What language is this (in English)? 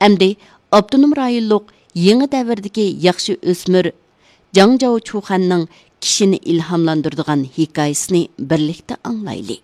Uyghur